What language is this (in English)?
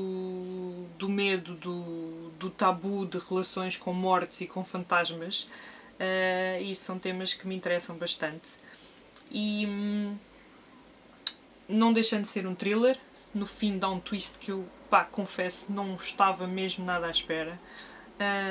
Portuguese